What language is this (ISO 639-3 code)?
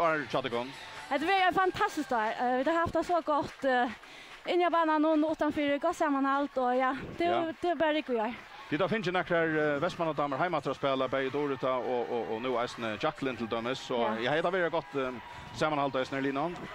fao